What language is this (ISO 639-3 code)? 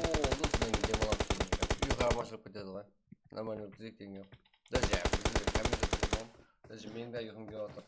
kaa